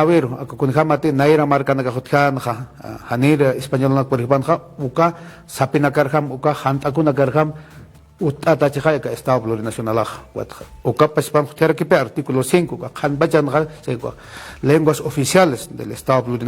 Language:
Aymara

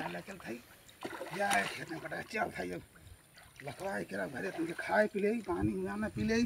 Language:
Awadhi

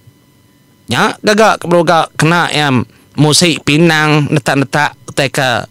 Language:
Iban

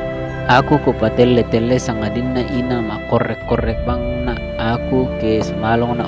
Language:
Toraja-Sa'dan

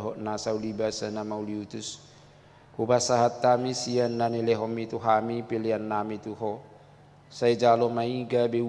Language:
Batak Toba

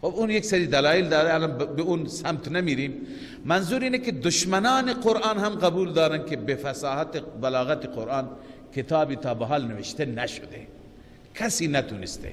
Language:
Persian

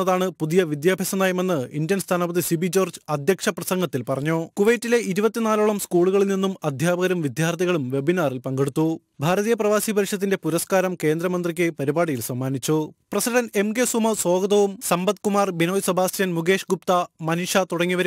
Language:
Malayalam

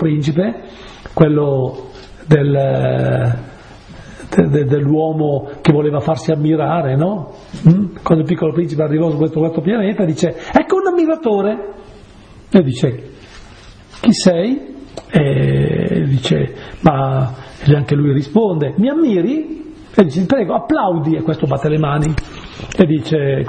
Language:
Italian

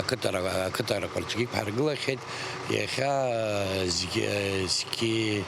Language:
Abkhazian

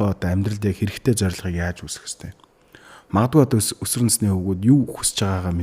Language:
Mongolian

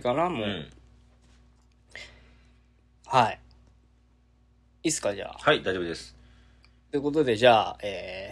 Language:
Japanese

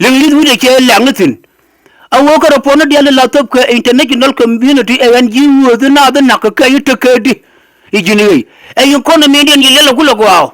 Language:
Nuer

